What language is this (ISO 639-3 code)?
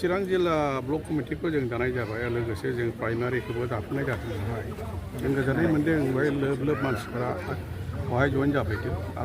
brx